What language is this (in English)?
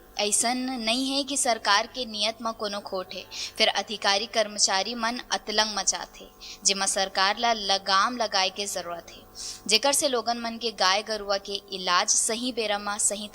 Chhattisgarhi